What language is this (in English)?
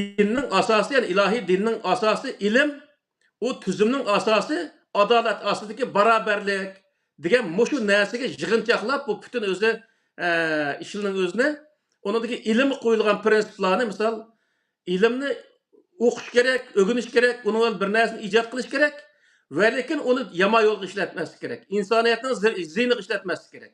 Uyghur